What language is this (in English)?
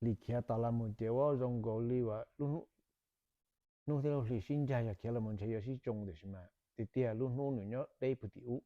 Hmong